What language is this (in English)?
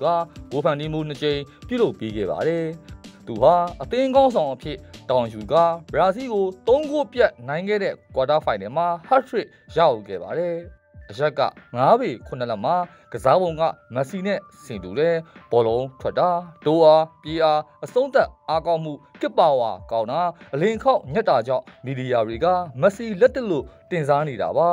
Burmese